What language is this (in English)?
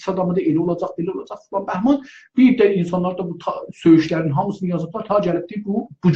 South Azerbaijani